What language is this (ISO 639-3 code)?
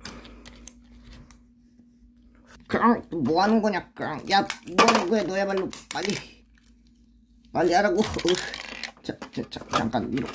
kor